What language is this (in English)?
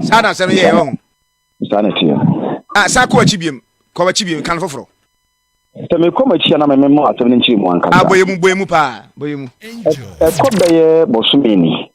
Akan